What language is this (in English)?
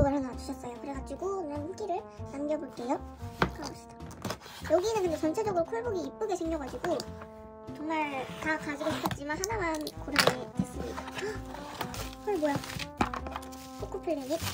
Korean